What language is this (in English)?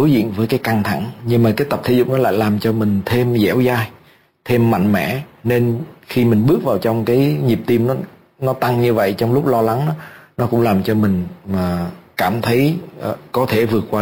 Vietnamese